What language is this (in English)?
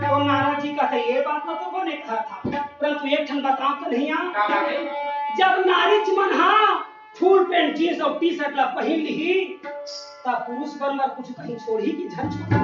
Chhattisgarhi